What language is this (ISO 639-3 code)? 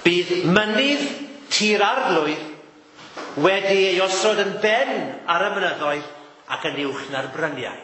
cym